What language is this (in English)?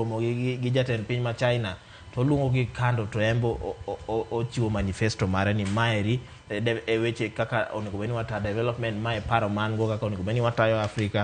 Luo (Kenya and Tanzania)